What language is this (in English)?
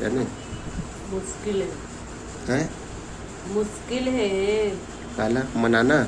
Chhattisgarhi